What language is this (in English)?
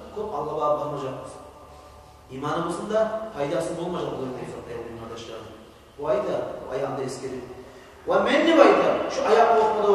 Kumyk